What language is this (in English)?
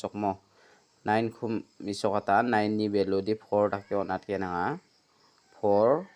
Garo